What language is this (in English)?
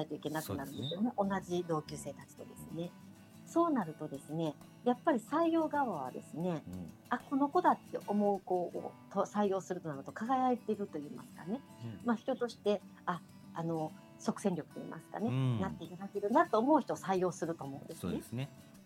Japanese